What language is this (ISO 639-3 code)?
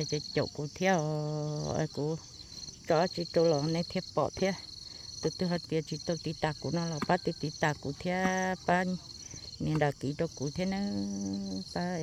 hmn